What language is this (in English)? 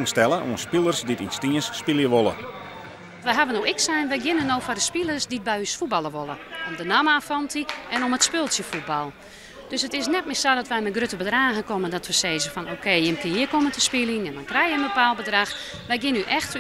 Western Frisian